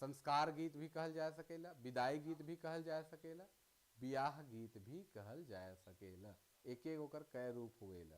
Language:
Sadri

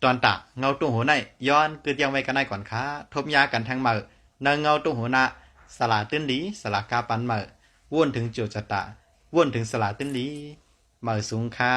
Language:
Shan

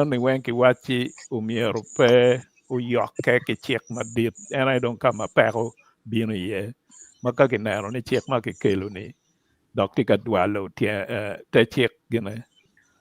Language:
Acoli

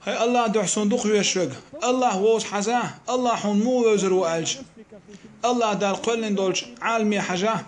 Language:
Chechen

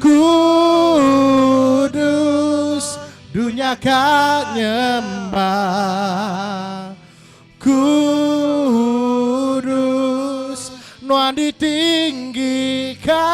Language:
Iban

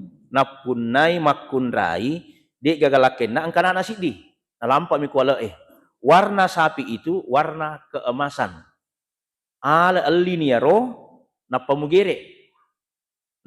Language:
Buginese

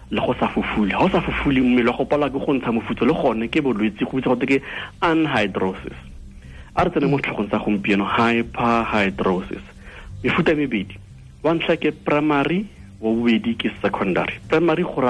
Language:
Tswana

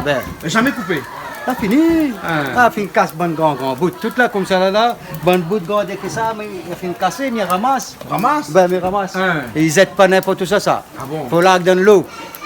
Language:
Réunion Creole French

